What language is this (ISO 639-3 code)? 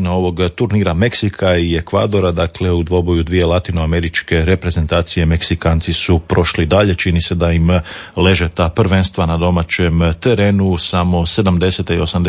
hrv